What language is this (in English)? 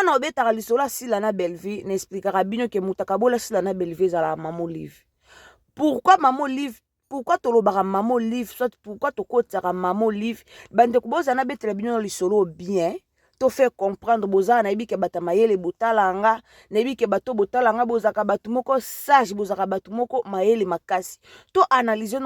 Lingala